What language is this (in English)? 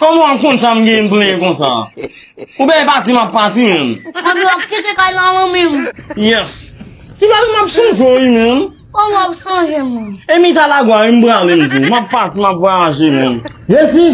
Haitian Creole